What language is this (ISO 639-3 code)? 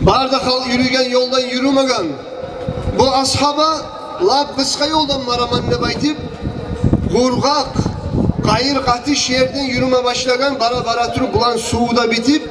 kum